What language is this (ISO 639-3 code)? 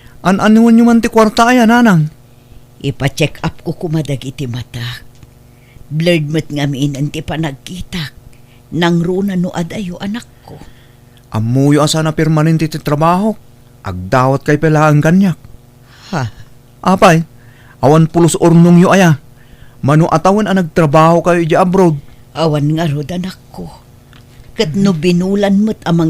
ilo